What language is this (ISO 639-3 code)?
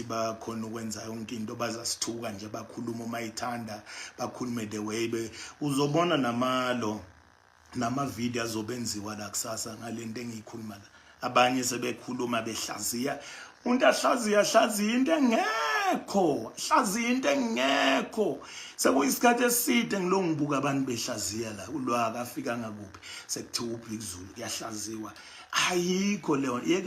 zul